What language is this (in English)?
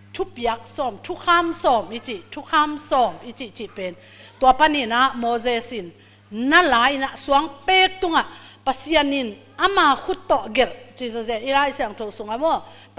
Tedim Chin